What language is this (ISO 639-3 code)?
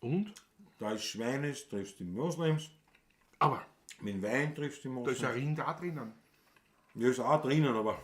bar